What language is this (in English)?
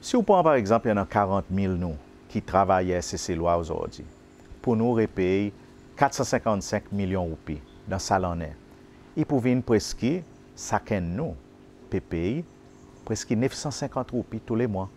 Seselwa Creole French